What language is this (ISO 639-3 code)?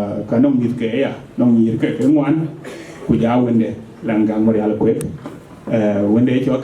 din